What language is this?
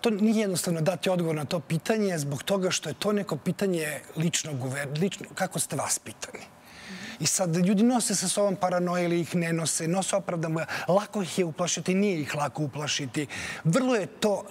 Serbian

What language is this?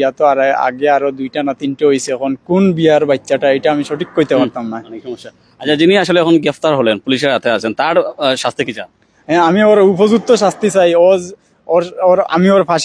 Sylheti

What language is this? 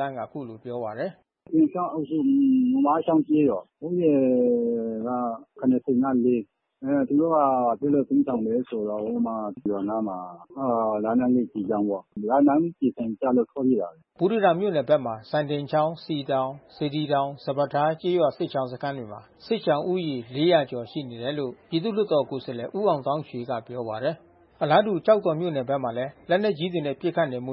Burmese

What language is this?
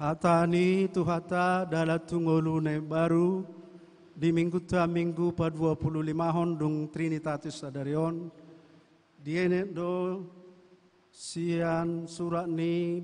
Batak Toba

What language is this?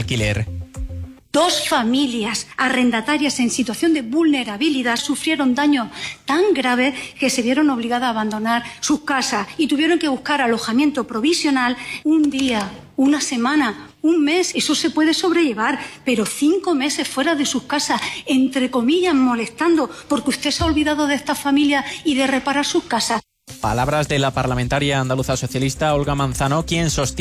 Spanish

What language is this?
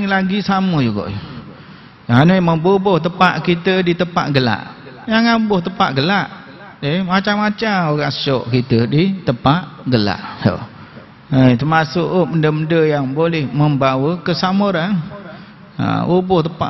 Malay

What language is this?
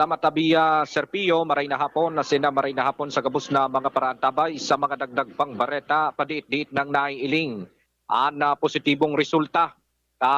Bikol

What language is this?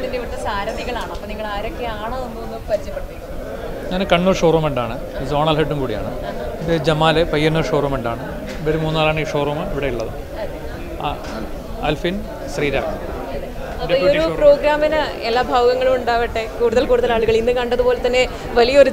Malayalam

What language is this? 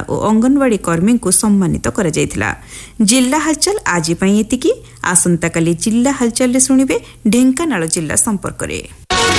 Odia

